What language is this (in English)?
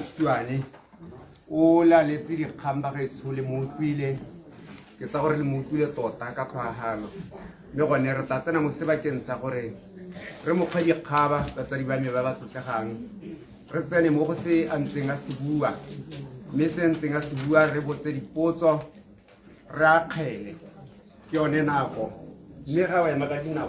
Tswana